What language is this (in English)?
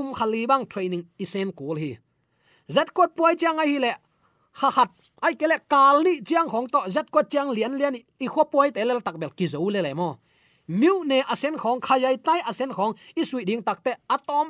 Tedim Chin